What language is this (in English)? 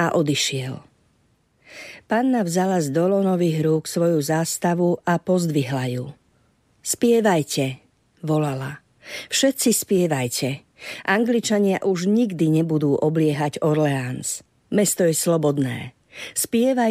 Slovak